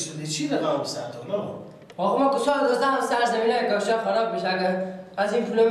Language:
Persian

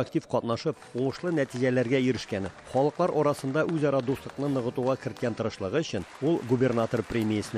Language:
Tatar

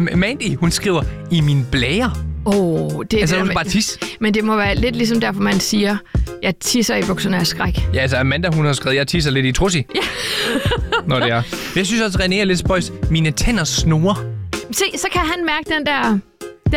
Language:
Danish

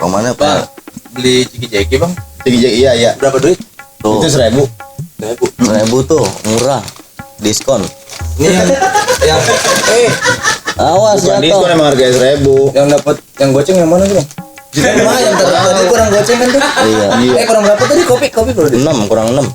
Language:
Betawi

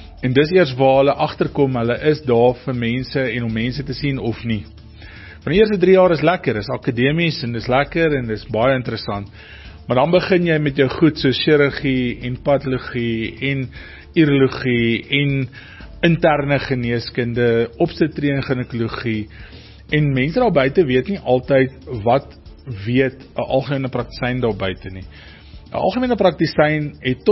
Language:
Afrikaans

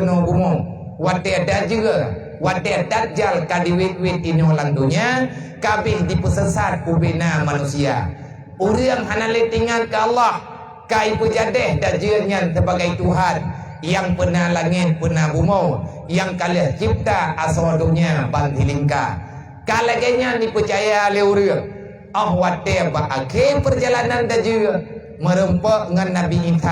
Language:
Achinese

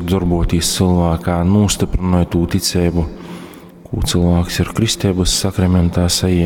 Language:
Latgalian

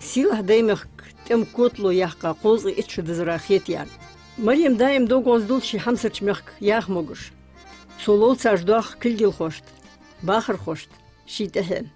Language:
Ingush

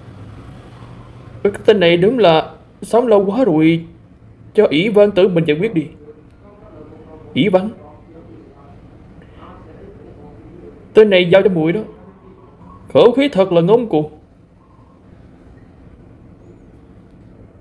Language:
Vietnamese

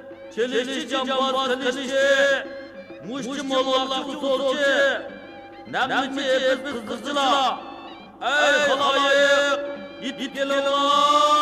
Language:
Uyghur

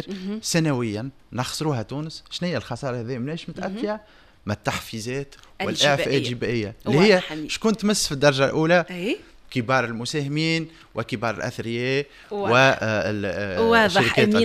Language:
Tunisian Arabic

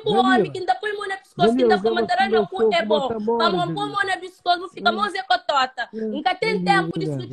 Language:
Kabuverdianu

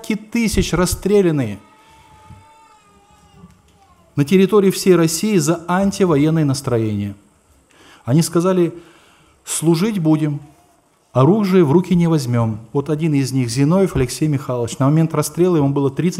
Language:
Russian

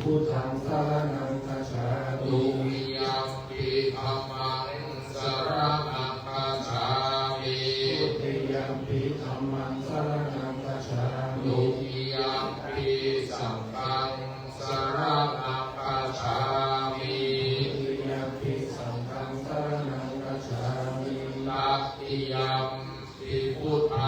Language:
Pali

